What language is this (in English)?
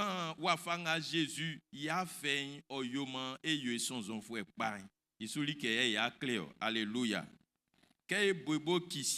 Baoulé